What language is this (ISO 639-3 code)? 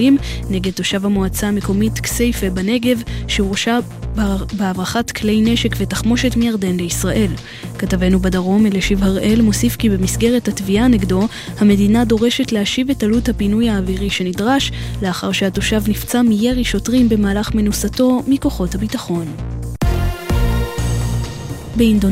heb